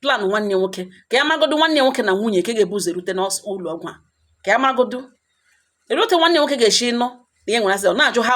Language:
Igbo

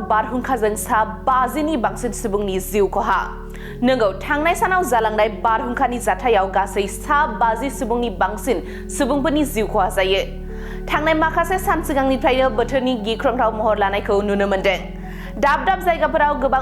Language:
Bodo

